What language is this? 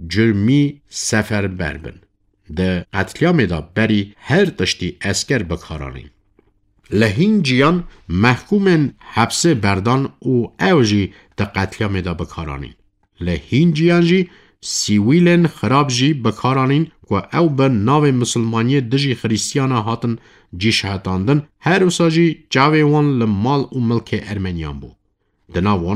Kurdish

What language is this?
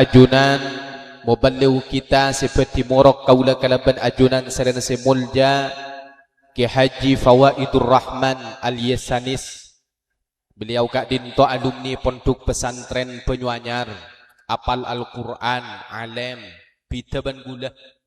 Madurese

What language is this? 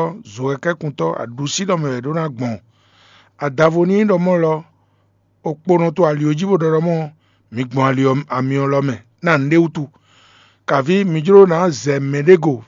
Fon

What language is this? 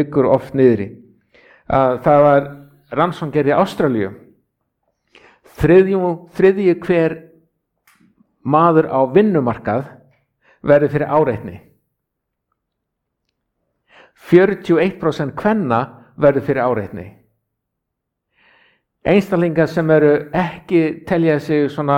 Icelandic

